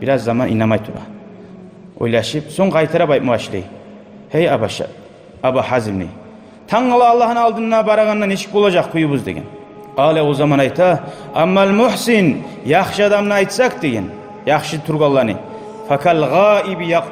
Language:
Kumyk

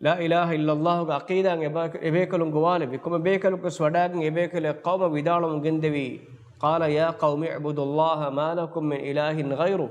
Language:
Divehi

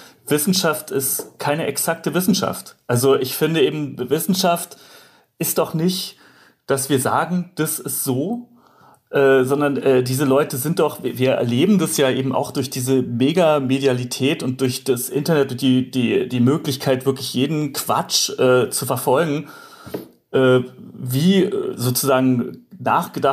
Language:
German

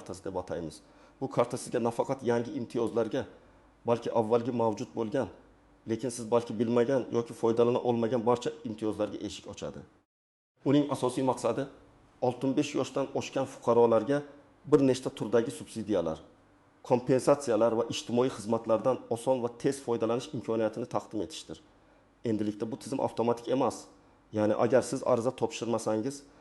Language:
Uzbek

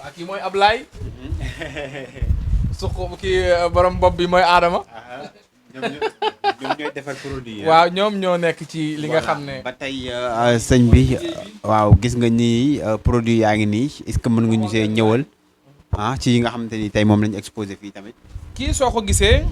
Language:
Wolof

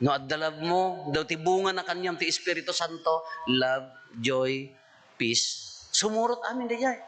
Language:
Iloko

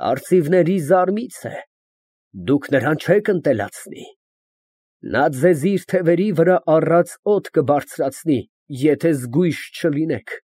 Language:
Armenian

